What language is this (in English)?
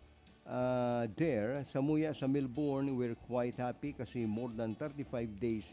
Bikol